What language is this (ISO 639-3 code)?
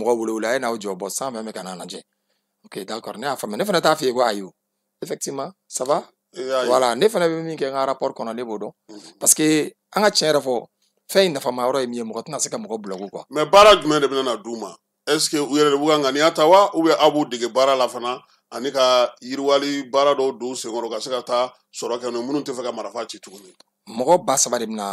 bam